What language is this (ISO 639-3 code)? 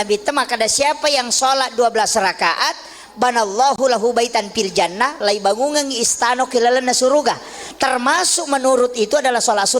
bug